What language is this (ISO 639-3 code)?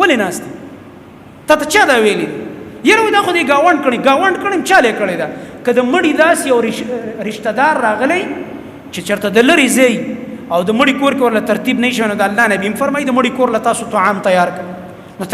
pus